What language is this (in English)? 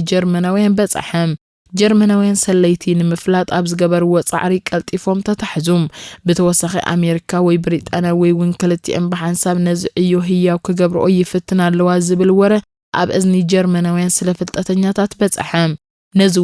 Tigrinya